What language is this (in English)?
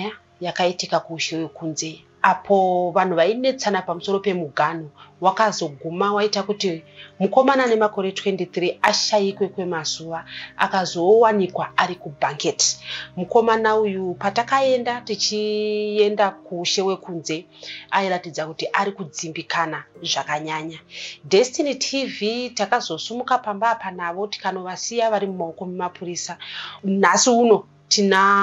Shona